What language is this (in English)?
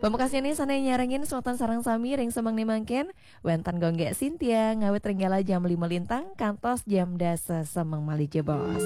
Balinese